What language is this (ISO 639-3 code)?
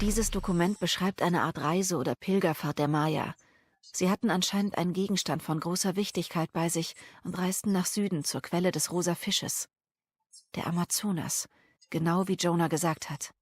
gsw